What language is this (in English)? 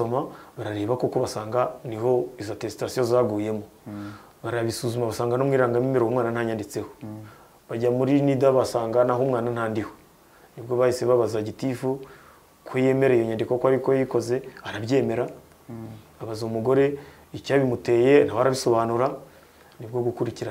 Kinyarwanda